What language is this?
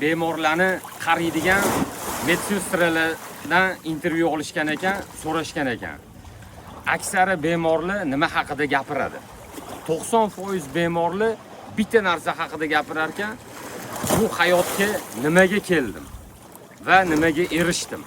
Uzbek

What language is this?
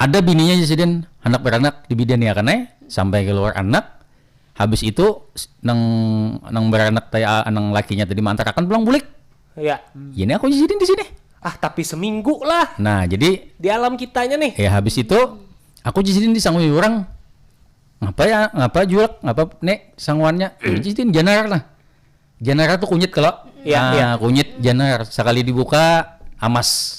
Banjar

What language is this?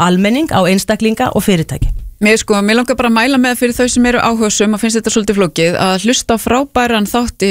Icelandic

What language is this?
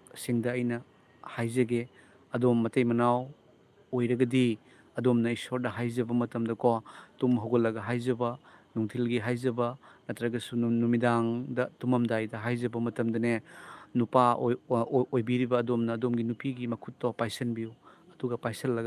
Manipuri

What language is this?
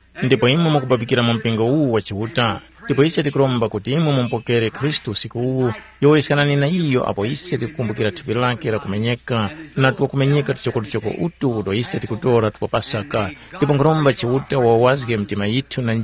Tumbuka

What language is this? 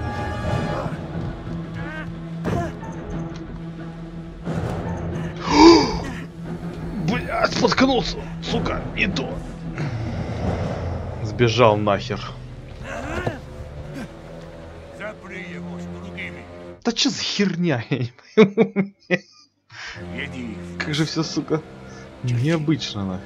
Russian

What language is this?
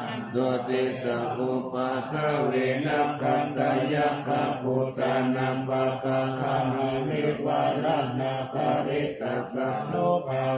Pali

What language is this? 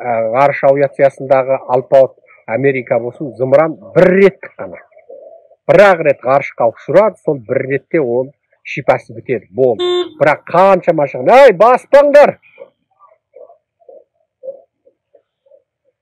Kazakh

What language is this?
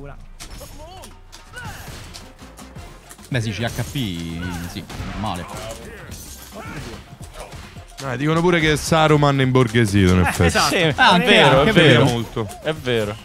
Italian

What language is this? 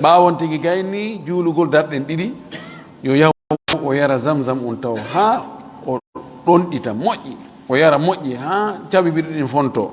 Fula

